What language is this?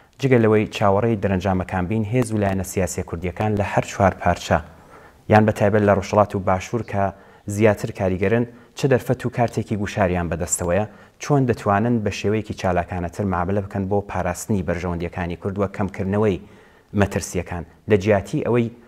Central Kurdish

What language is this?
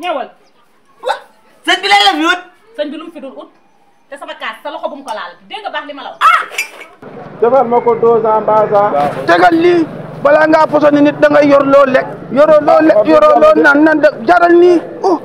Wolof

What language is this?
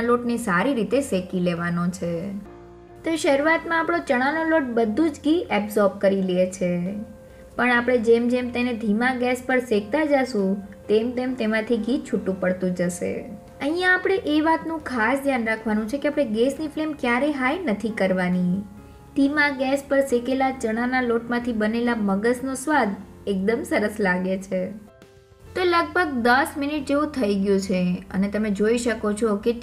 Gujarati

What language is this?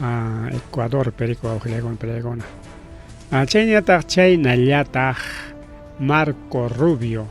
Ayacucho Quechua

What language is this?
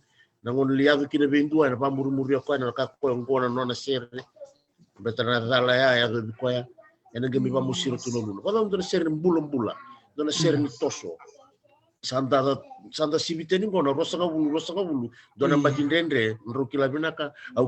Fijian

